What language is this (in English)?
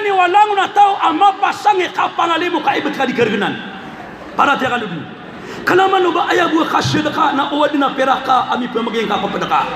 Maranao